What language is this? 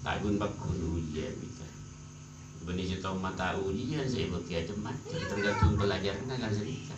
Madurese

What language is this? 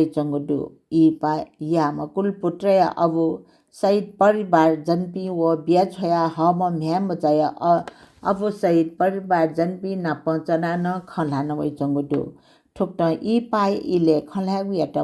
Newari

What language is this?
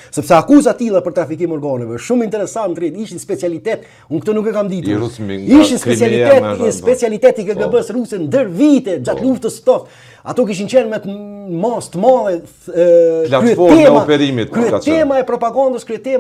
Albanian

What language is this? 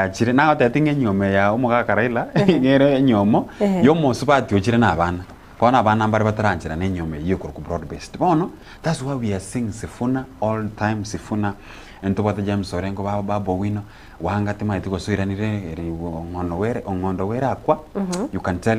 Gusii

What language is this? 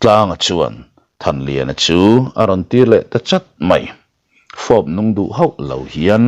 Mizo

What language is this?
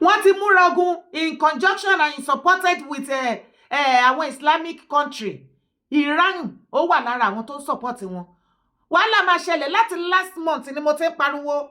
Yoruba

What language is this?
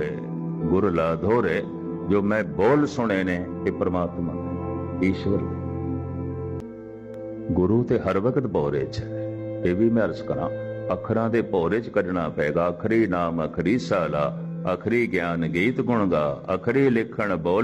Punjabi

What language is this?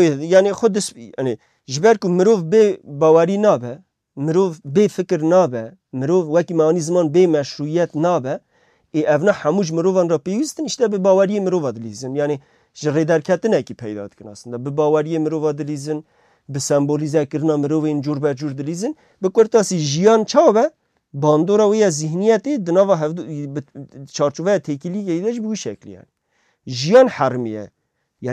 Kurdish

